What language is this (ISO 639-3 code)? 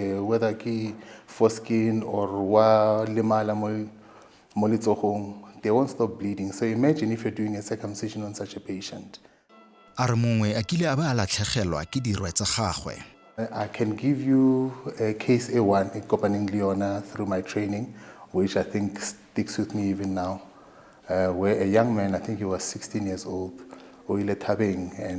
tsn